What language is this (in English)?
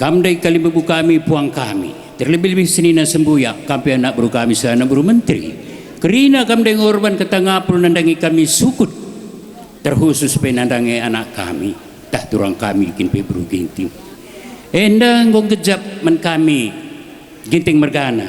Batak Karo